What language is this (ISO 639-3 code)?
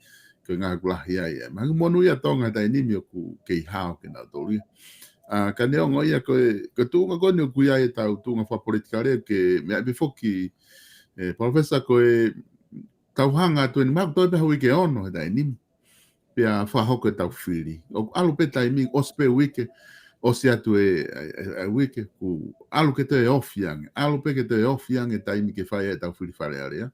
ton